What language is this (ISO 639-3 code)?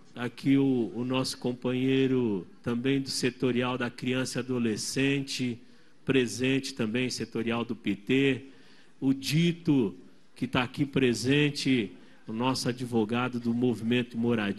por